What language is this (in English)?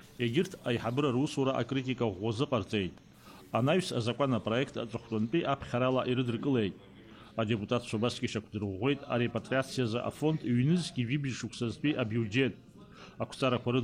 Abkhazian